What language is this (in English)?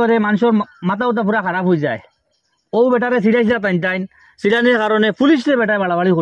Sylheti